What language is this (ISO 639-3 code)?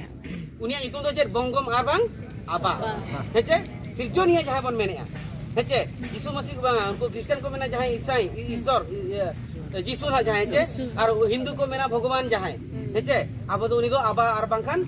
sat